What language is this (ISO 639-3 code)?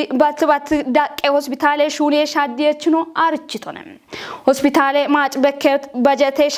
kbr